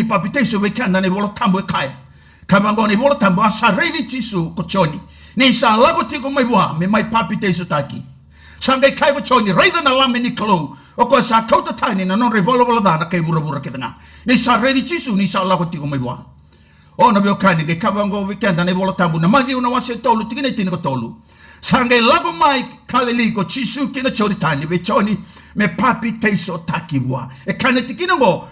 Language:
Fijian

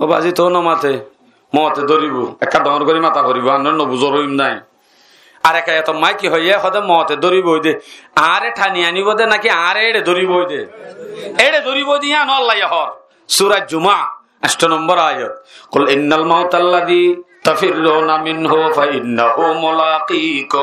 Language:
Rohingya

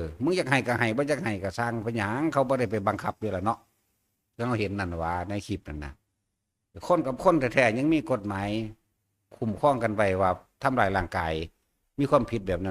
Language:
Northeastern Thai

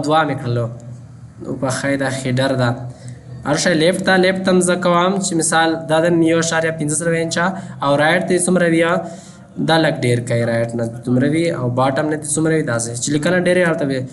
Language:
Pashto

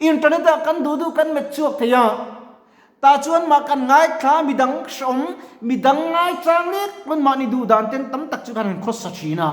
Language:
Mizo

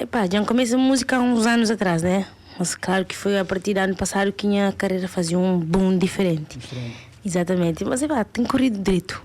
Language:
Kabuverdianu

